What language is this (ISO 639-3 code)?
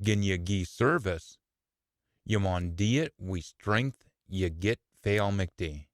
sco